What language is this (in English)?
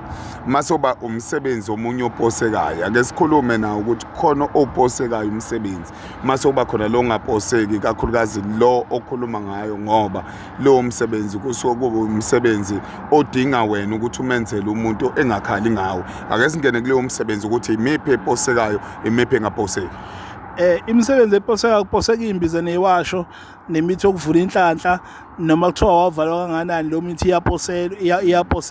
Zulu